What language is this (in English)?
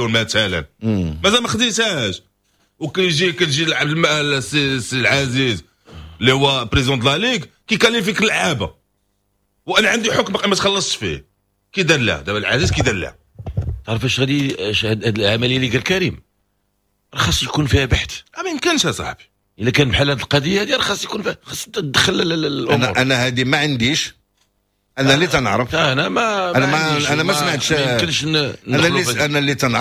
Moroccan Arabic